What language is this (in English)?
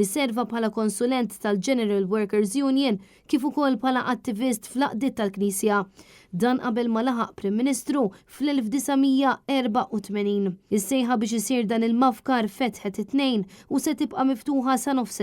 Maltese